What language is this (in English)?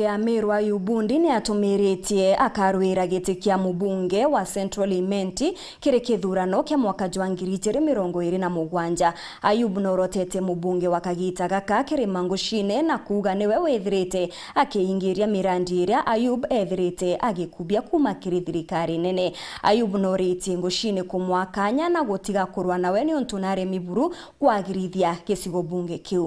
Meru